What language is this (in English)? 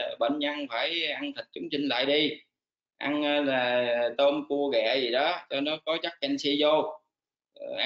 Vietnamese